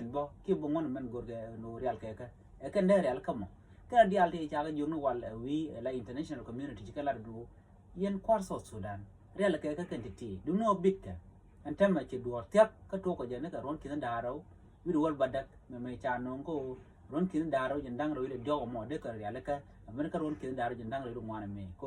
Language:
Nuer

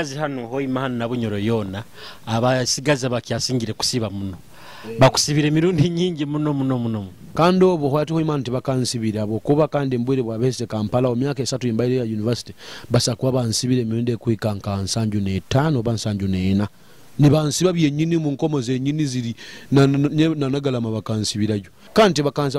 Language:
Nyoro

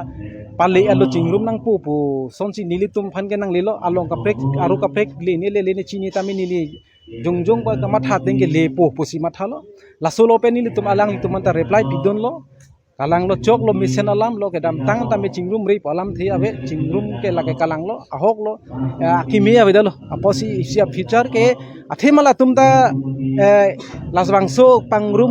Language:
Karbi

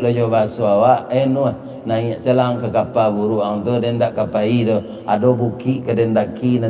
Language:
Minangkabau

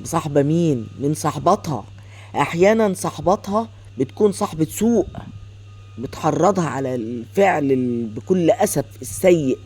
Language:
Egyptian Arabic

